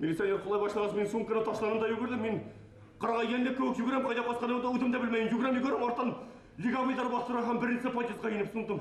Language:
Bashkir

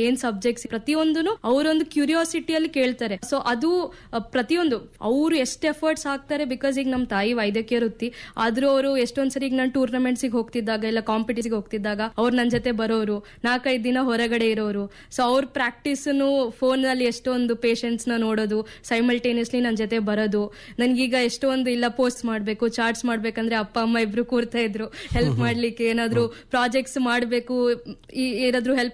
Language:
Kannada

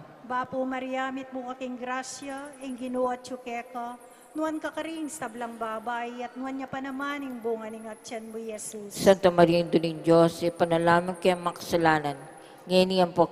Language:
Pampanga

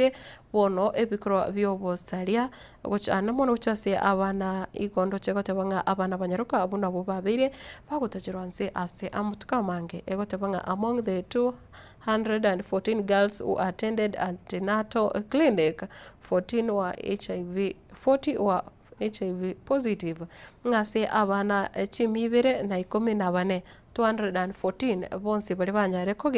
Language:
Gusii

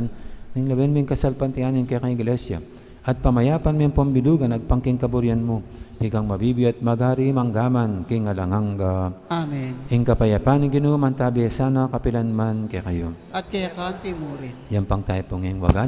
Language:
Pampanga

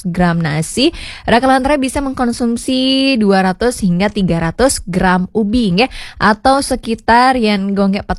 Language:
Balinese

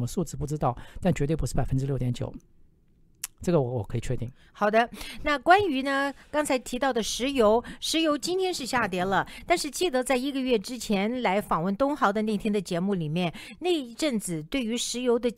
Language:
Chinese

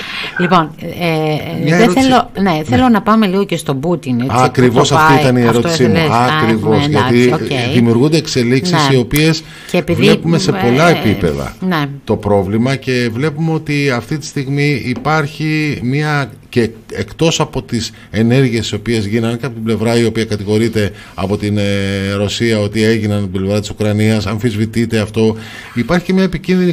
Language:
Greek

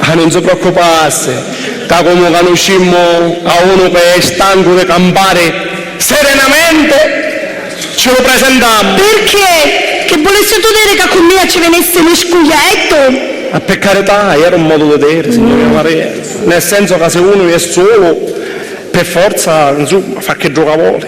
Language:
Sicilian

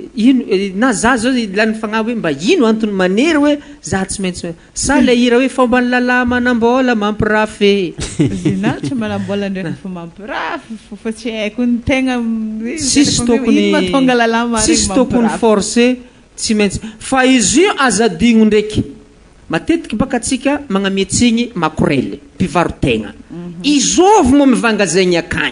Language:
Malagasy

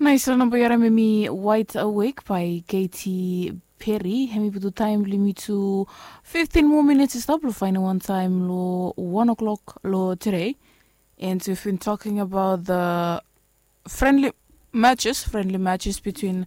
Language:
Bislama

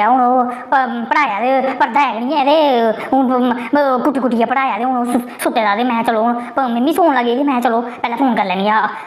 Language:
Dogri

